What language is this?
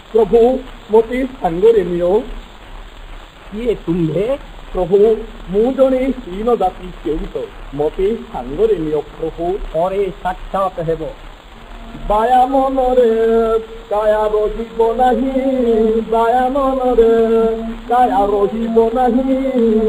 Odia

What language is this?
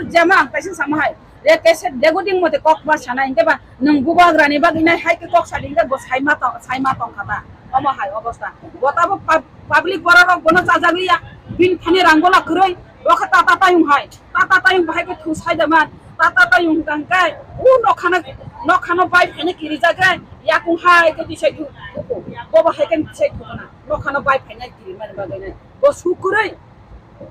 Kok Borok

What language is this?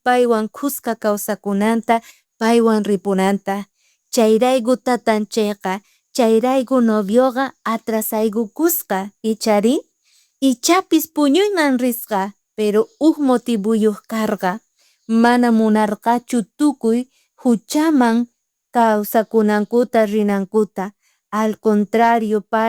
South Bolivian Quechua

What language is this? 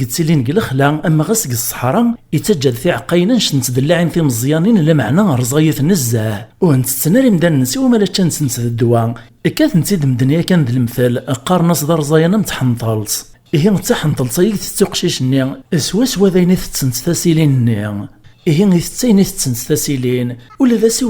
Kabyle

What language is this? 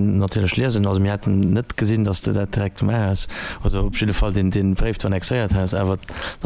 Luxembourgish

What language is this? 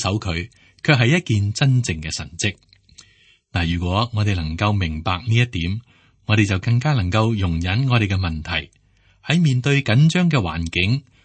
Cantonese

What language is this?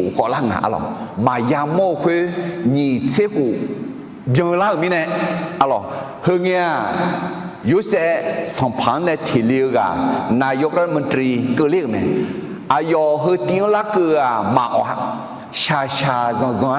Akha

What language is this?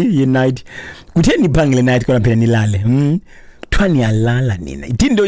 Xhosa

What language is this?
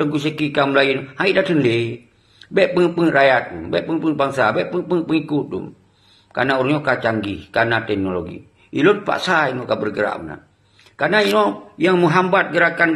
Achinese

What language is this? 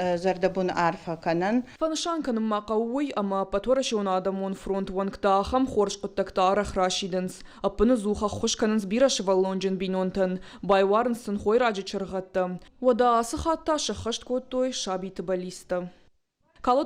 Ossetic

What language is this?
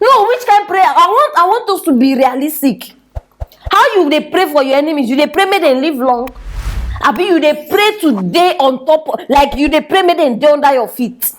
Nigerian Pidgin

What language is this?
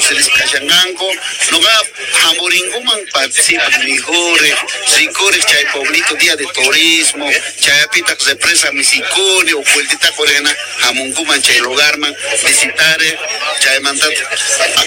South Bolivian Quechua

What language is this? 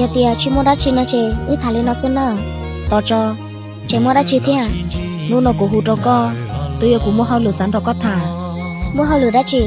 Hmong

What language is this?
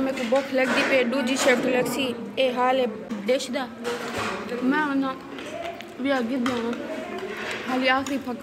Saraiki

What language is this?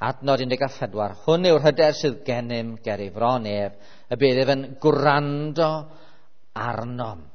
Welsh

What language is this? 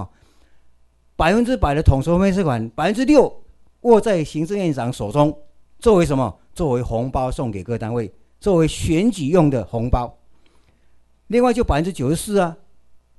Chinese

